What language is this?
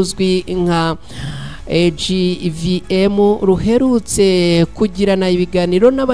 Kinyarwanda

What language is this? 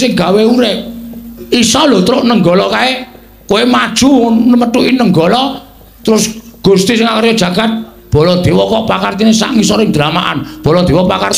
Javanese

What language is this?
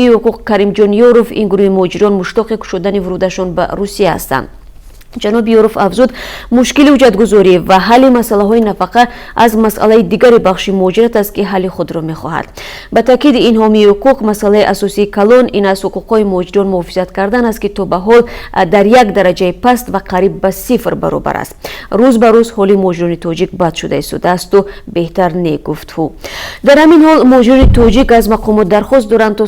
Tajik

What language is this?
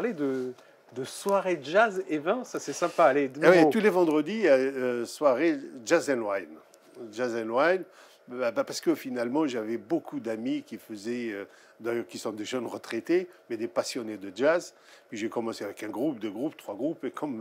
French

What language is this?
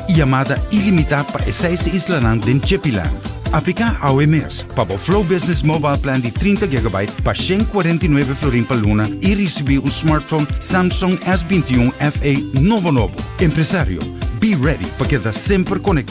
Papiamento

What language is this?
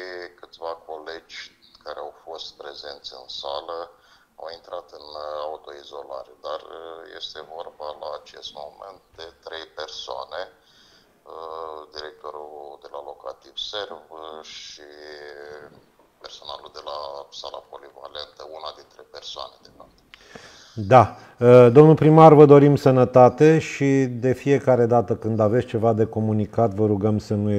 Romanian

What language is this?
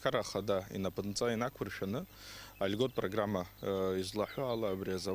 Abkhazian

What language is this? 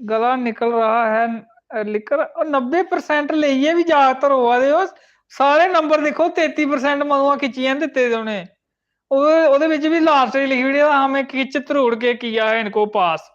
Dogri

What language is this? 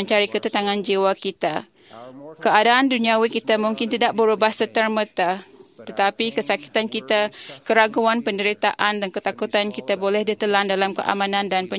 Malay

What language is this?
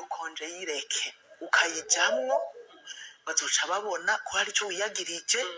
Rundi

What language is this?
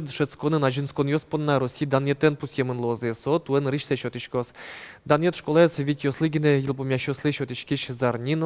Udmurt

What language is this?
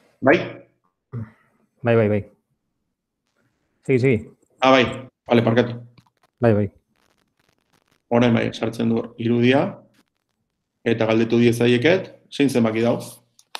Basque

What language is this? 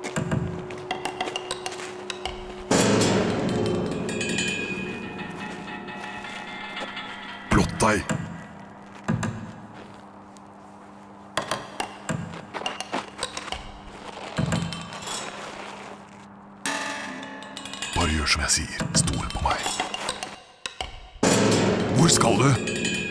Norwegian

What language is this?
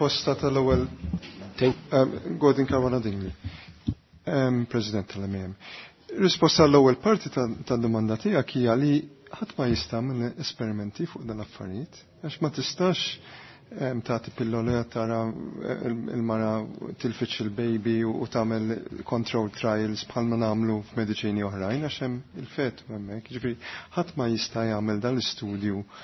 Maltese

